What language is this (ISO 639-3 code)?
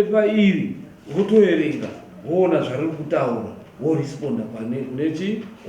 sna